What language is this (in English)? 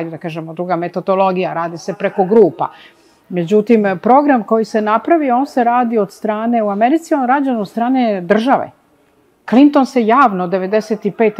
Serbian